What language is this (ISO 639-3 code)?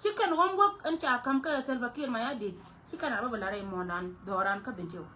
nus